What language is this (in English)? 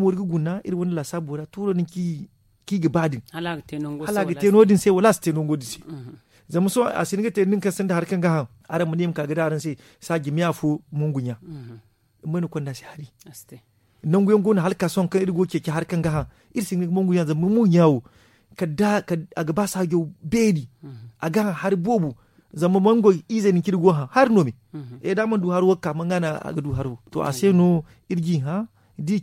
Zarma